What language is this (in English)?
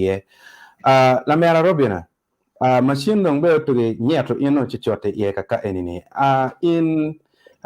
Acoli